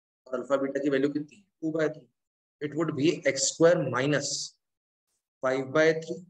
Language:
Hindi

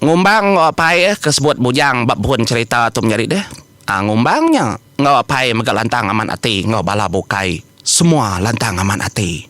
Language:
Iban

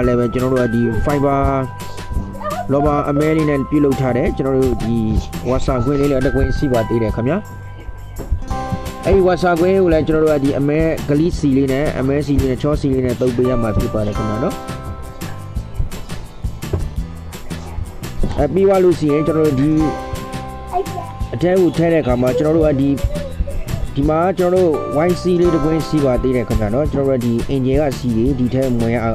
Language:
Burmese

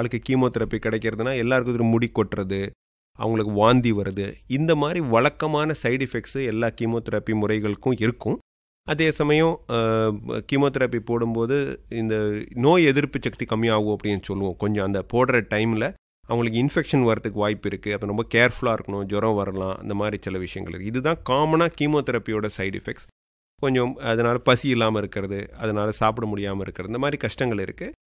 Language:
Tamil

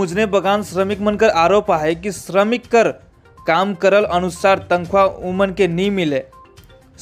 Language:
Sadri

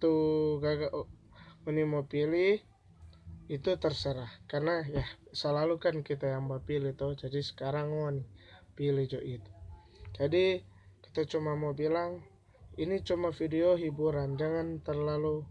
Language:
Manado Malay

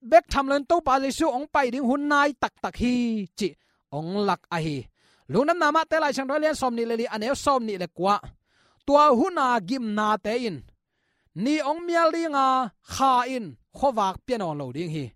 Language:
Tedim Chin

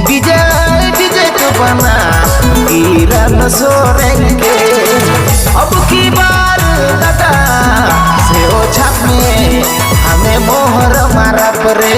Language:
Sadri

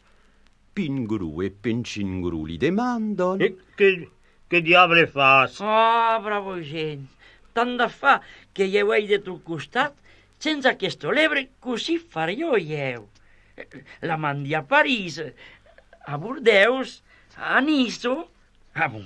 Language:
Occitan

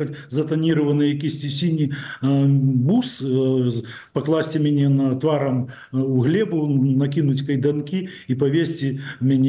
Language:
Belarusian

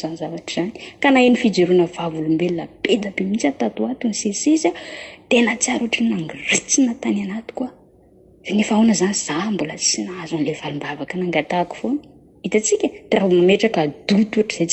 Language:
Malagasy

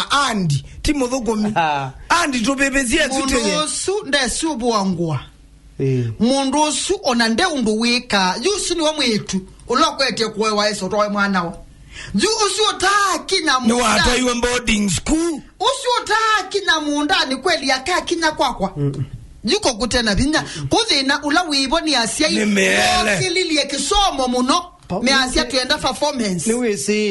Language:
Kamba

